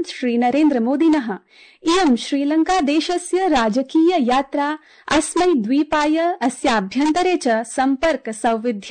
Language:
Sanskrit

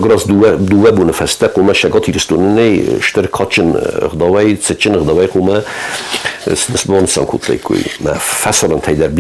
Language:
Ossetic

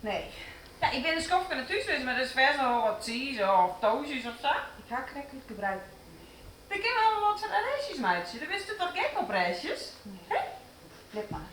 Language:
Western Frisian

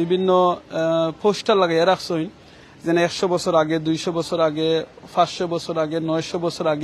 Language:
Sylheti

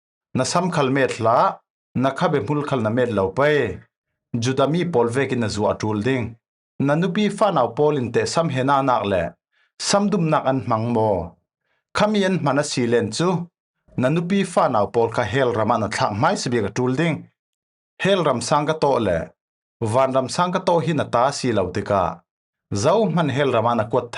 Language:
Falam Chin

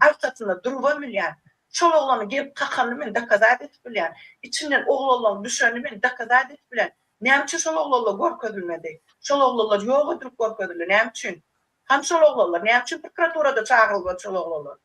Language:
Turkmen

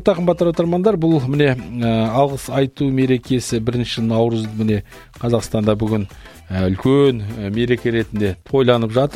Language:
Kazakh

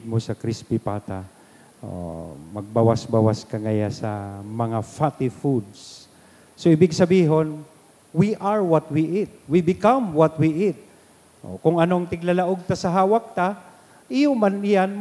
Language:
Bikol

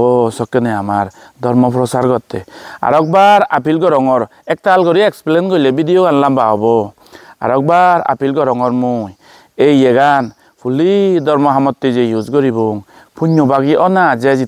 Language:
Chakma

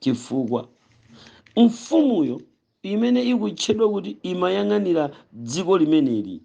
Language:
Nyanja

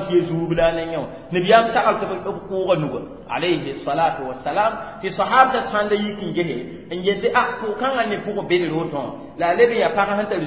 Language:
Mossi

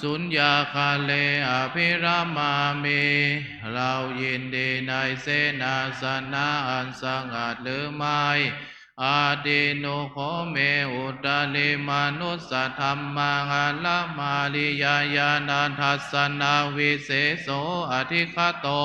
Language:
Pali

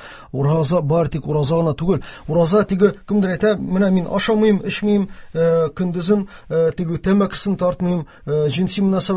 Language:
Tatar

